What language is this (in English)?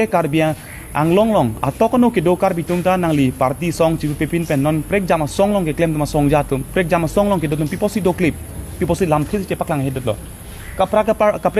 Karbi